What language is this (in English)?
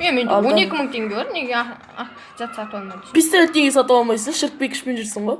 Kazakh